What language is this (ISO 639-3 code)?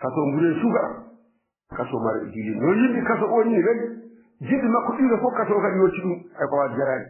ful